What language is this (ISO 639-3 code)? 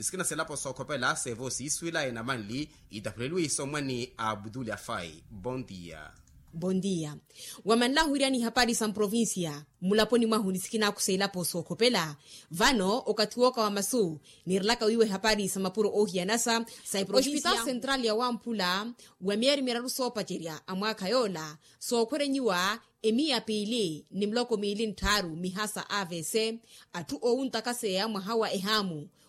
vmw